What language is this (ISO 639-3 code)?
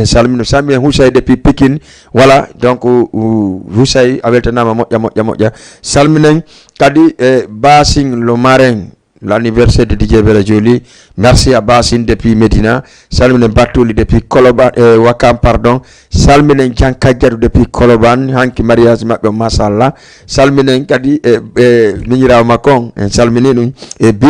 ful